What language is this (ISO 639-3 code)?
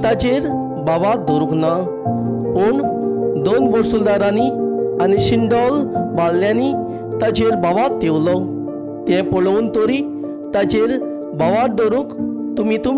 kok